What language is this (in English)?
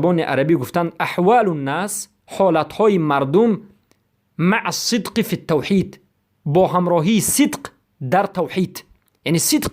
Persian